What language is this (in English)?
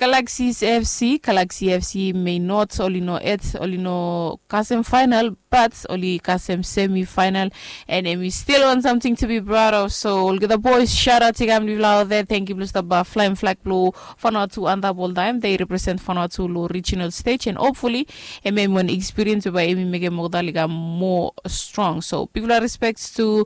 Bislama